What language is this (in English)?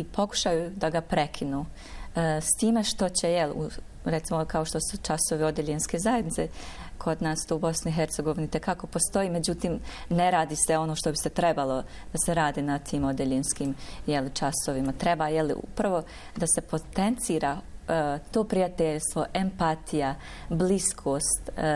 Bosnian